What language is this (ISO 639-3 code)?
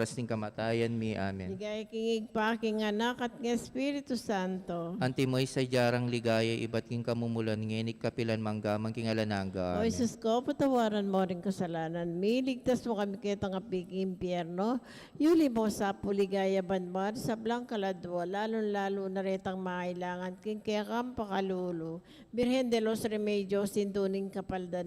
pam